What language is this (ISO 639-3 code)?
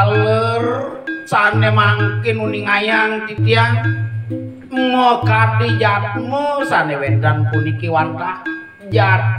ban